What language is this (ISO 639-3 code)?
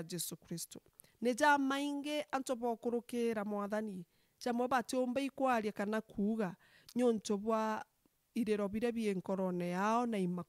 mer